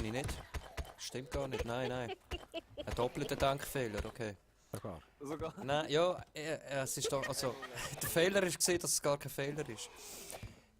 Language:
Swiss German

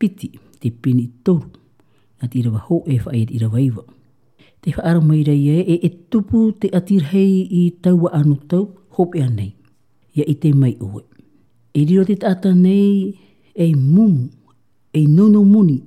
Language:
Tahitian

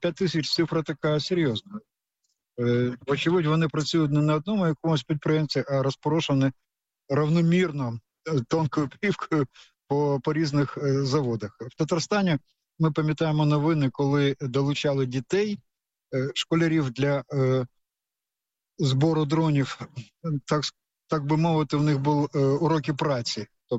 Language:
Ukrainian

